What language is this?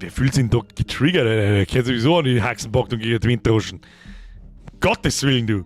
Bavarian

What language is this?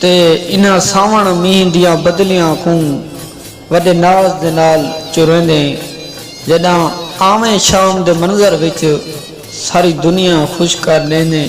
Saraiki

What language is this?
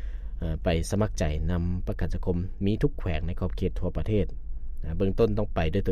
Lao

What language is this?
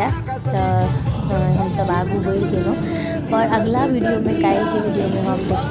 Maithili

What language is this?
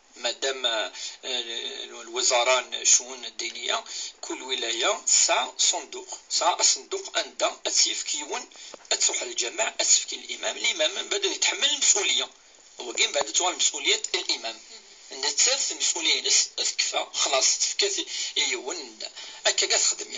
Kabyle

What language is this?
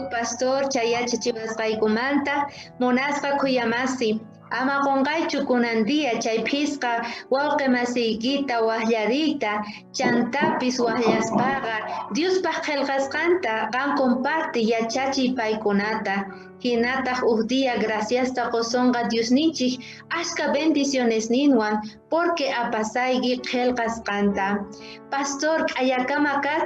South Bolivian Quechua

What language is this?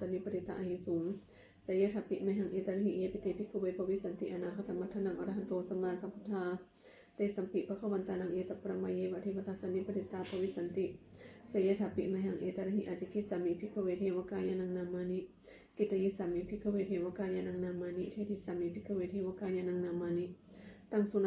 Pali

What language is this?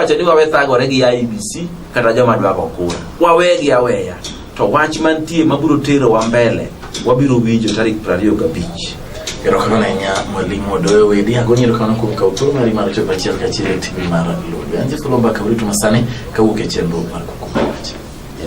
Luo (Kenya and Tanzania)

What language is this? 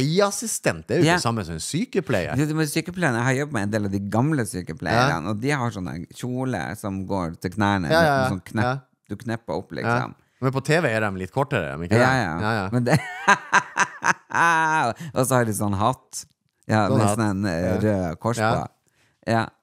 Norwegian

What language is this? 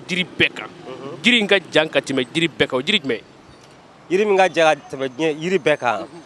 Bambara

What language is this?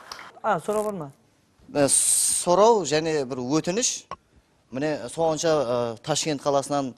Kara-Kalpak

